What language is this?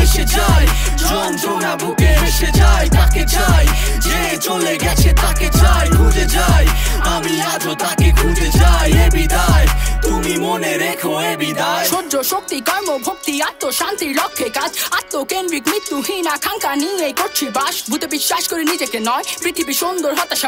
Bangla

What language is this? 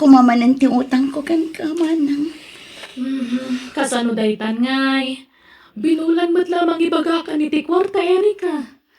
Iloko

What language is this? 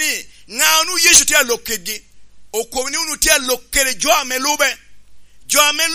Lango (Uganda)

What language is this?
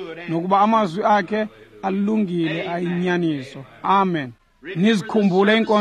Xhosa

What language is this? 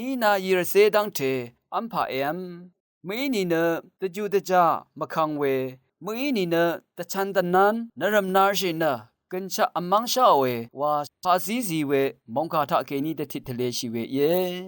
Rawang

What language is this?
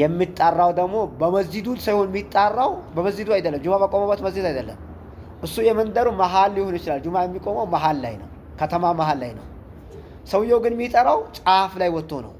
Amharic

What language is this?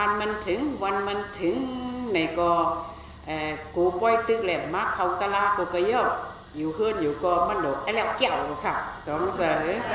Shan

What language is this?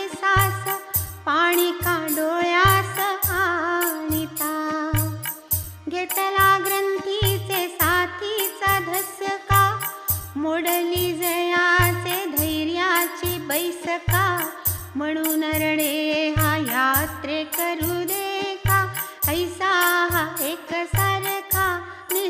Marathi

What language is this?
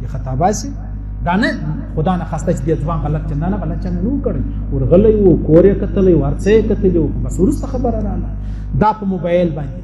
Pashto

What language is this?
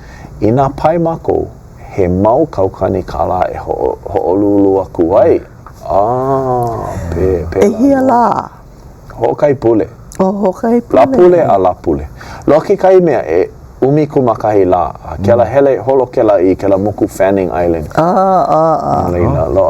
Hawaiian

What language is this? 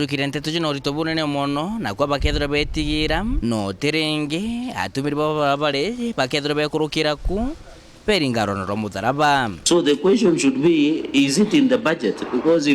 Meru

